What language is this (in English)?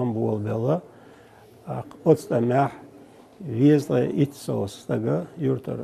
Chechen